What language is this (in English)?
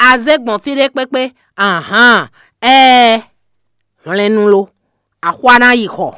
Fon